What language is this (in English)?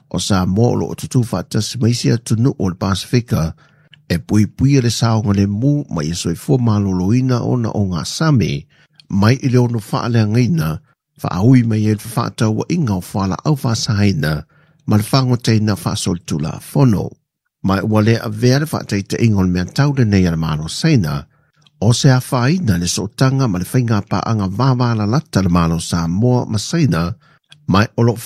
Samoan